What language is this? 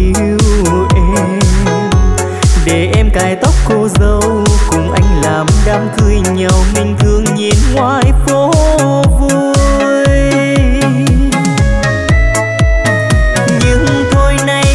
Vietnamese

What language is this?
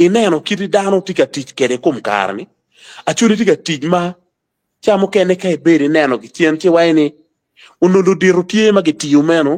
Acoli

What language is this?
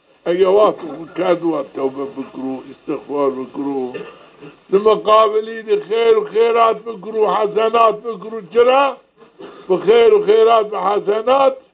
Zaza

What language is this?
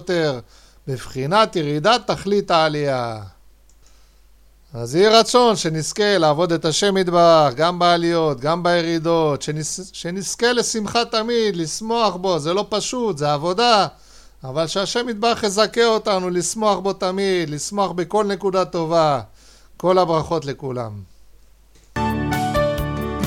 Hebrew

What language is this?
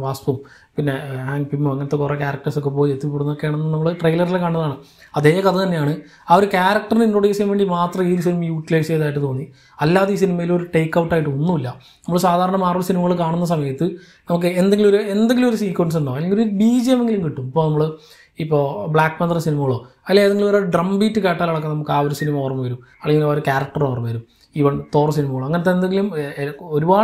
Malayalam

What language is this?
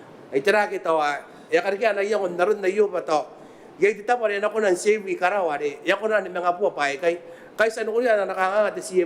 Gilbertese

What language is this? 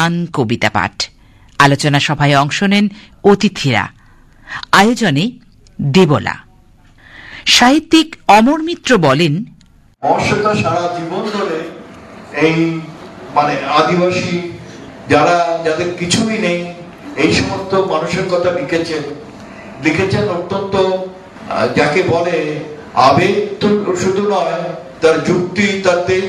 Bangla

